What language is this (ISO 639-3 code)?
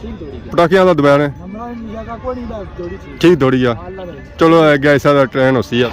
phr